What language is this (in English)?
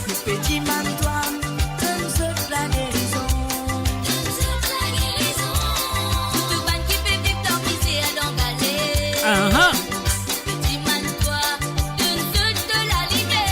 Morisyen